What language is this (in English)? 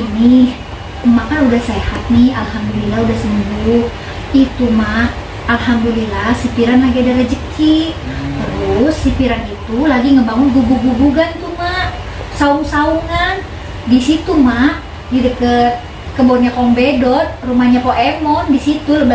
Betawi